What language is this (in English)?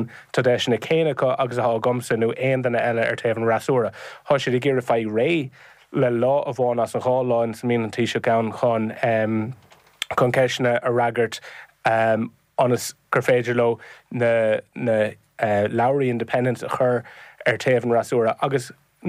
Irish